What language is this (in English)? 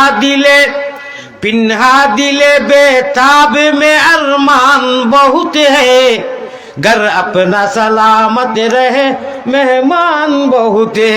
Sylheti